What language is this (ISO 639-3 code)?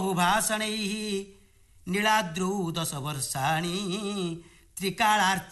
ori